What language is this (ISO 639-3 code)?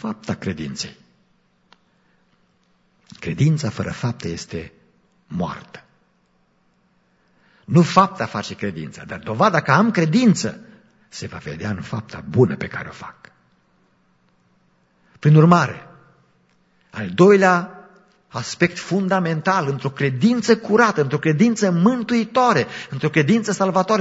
ron